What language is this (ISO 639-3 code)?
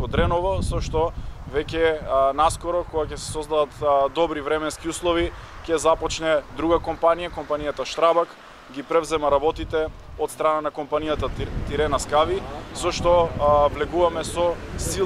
mkd